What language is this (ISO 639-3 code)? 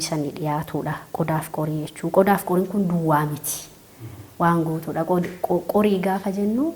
orm